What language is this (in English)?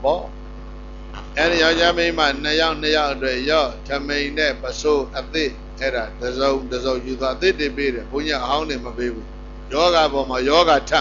Burmese